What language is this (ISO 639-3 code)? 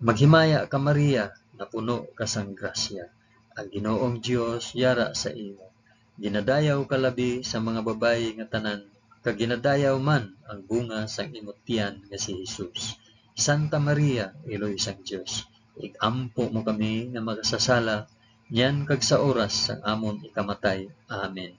hil